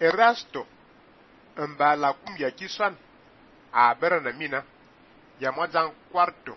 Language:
Fang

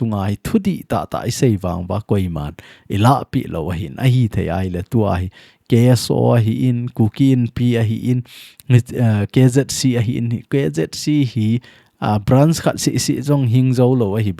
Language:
Thado Chin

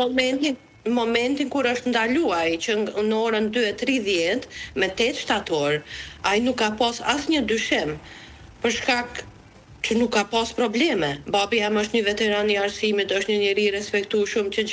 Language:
Albanian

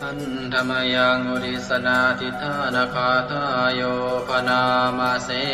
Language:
Pali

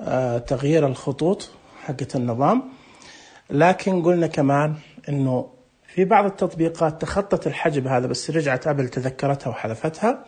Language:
Najdi Arabic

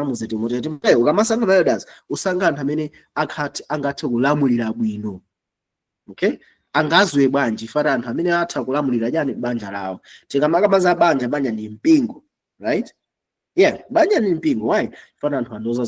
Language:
Nyanja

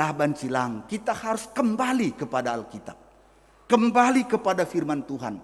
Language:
Batak Karo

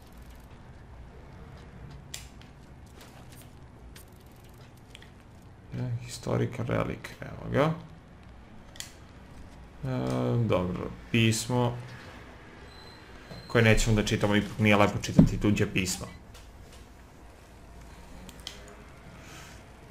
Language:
Serbian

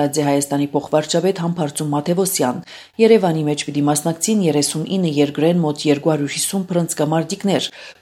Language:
Armenian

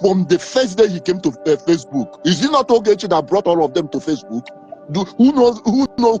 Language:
Igbo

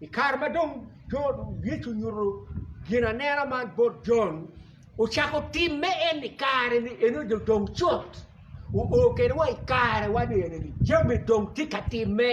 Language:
Acoli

